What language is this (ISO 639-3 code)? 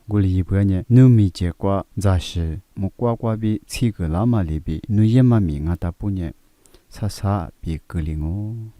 lis